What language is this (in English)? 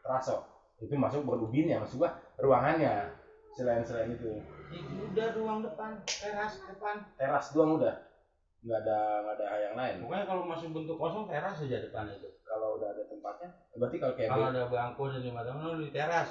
Betawi